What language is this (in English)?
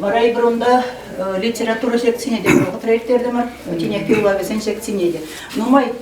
Chuvash